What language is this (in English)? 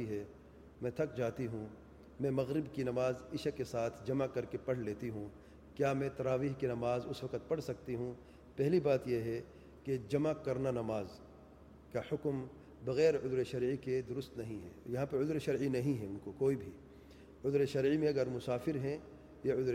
Urdu